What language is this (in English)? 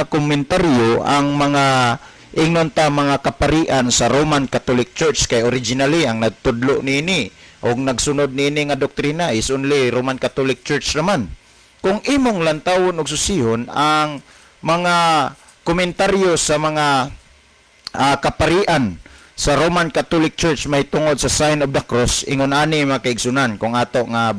Cebuano